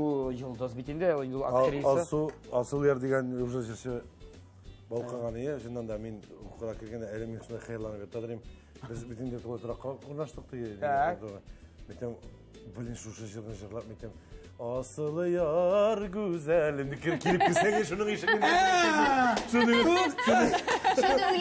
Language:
Tatar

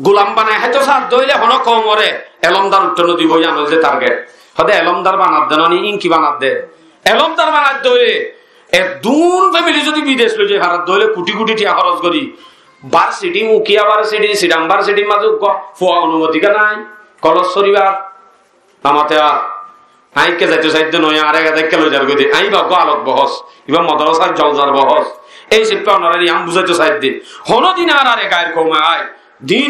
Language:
Rohingya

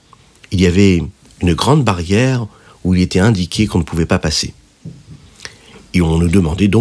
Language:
French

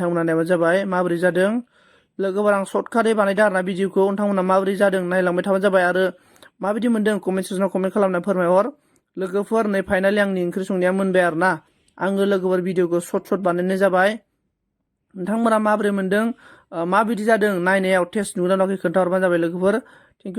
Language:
Bodo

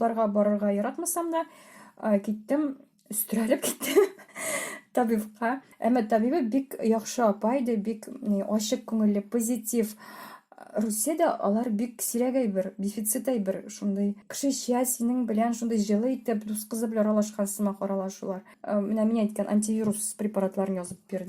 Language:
Tatar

